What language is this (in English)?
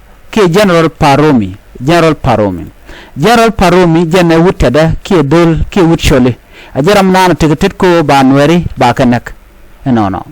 Nuer